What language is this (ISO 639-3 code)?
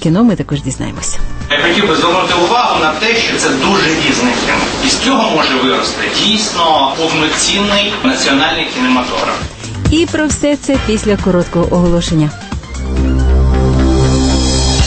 ukr